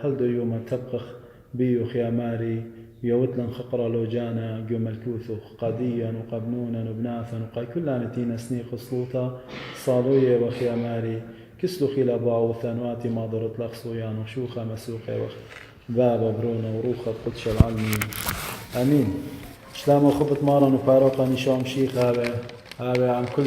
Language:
Assyrian Neo-Aramaic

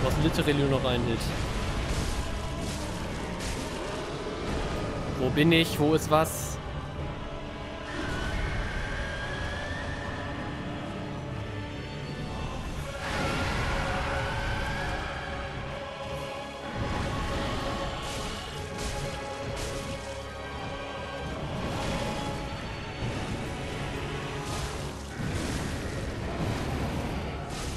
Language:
German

